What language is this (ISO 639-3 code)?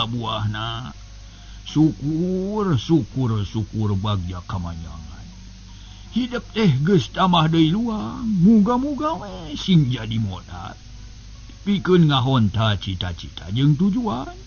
sun